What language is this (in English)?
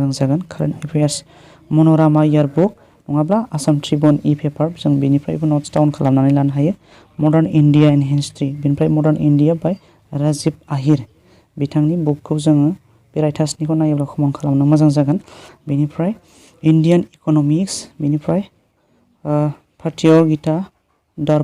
Bodo